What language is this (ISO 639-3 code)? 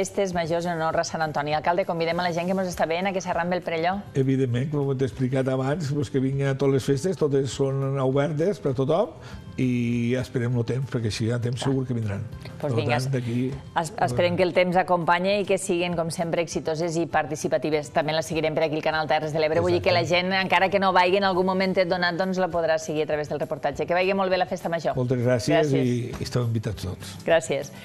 cat